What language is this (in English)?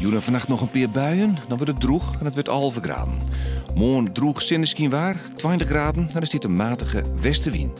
Western Frisian